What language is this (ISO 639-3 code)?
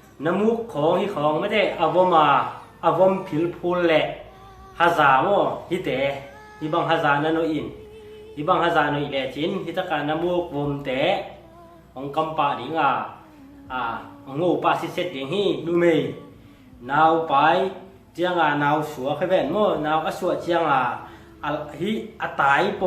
ctd